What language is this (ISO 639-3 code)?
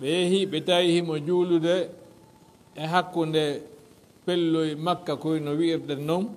ful